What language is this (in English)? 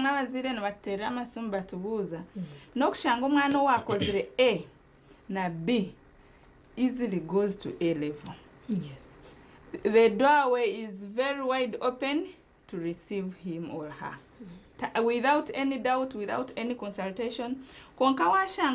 Nyankole